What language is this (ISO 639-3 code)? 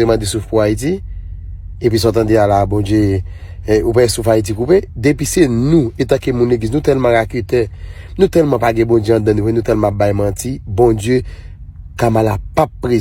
hat